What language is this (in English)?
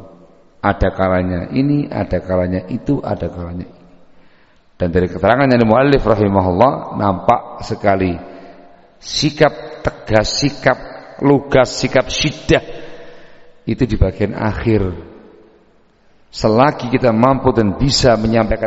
Indonesian